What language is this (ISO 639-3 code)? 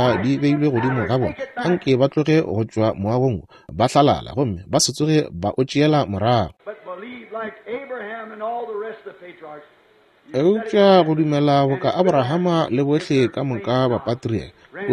nso